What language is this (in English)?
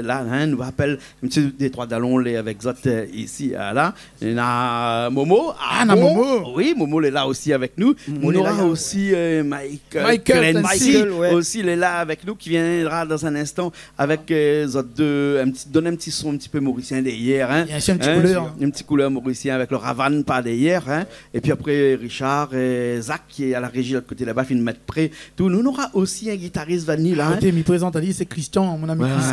Réunion Creole French